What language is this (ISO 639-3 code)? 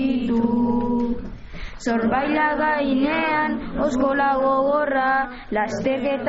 eus